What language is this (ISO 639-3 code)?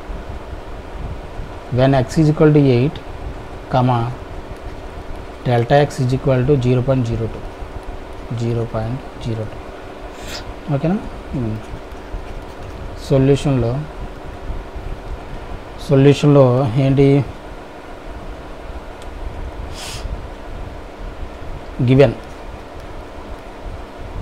tel